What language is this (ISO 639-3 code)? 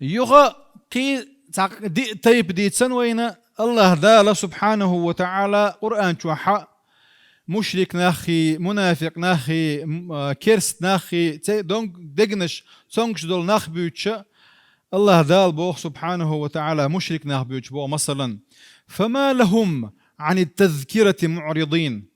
che